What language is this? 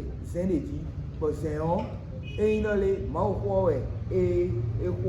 Fon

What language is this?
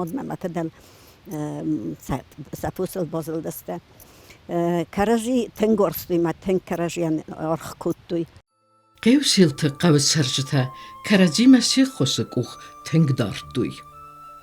Ossetic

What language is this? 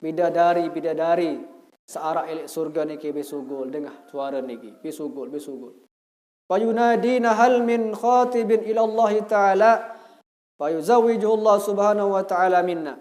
Sasak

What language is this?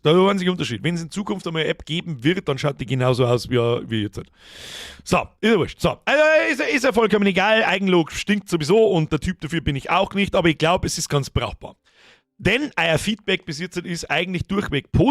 Bavarian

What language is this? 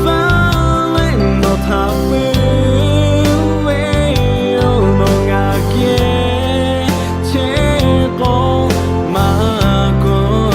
Lahu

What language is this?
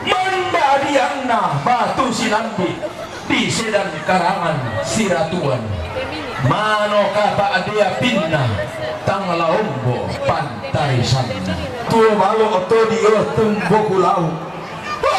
Toraja-Sa'dan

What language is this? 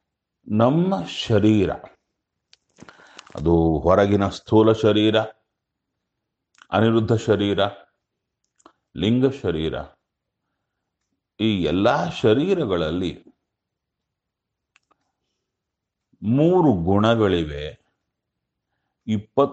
Kannada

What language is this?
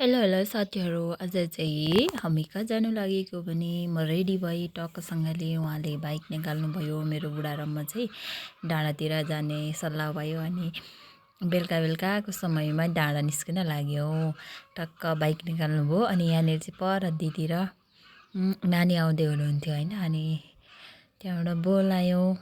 Nepali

